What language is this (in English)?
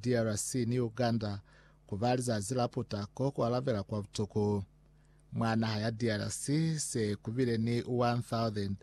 Lozi